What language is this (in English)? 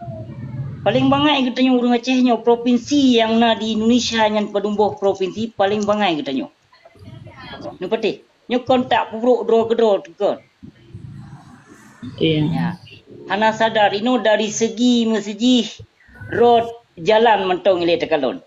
Achinese